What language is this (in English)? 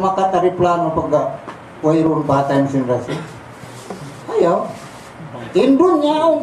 Tausug